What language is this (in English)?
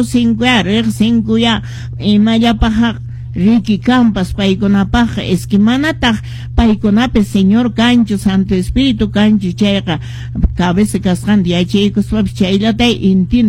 Quechua